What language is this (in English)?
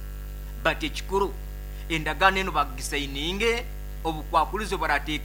Nyoro